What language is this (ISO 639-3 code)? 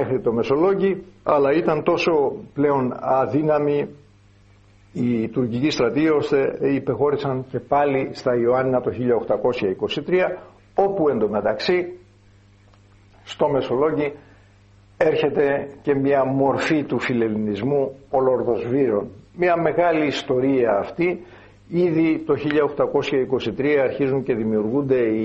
ell